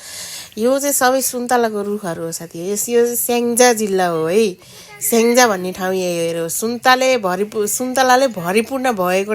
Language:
Nepali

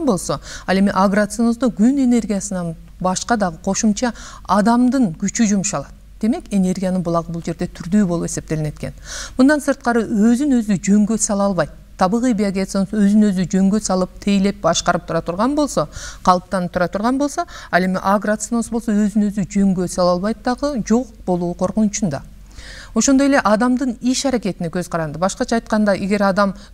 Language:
Kyrgyz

